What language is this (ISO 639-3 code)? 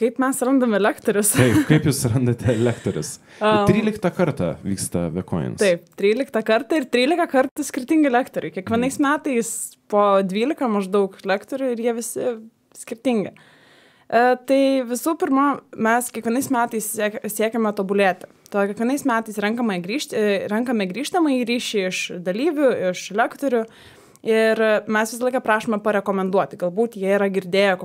lit